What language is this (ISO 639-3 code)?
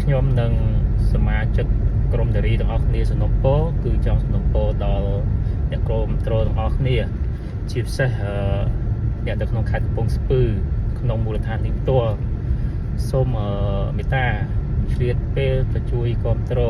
khm